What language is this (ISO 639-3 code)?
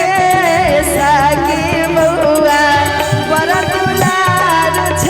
mai